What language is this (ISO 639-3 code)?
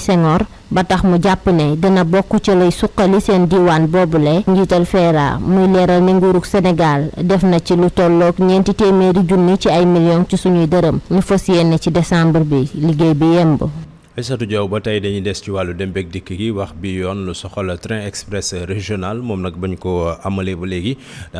wol